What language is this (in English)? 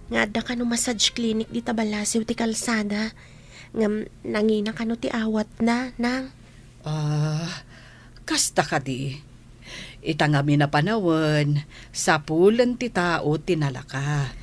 Iloko